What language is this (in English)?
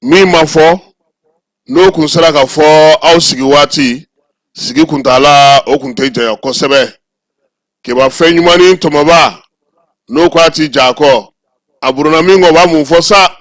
Bambara